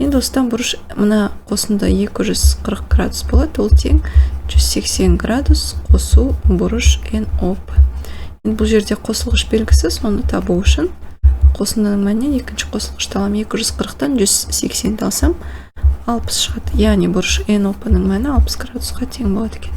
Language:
Kazakh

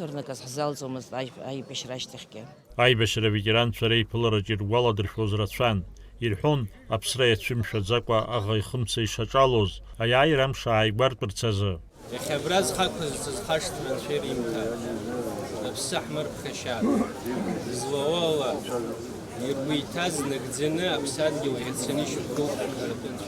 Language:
Abkhazian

